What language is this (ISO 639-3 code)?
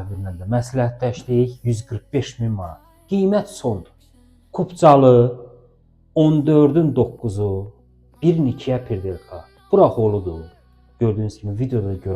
aze